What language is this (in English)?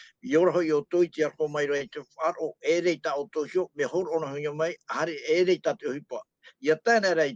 Tahitian